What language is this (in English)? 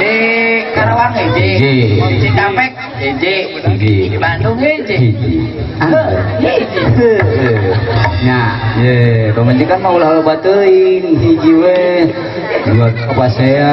Sundanese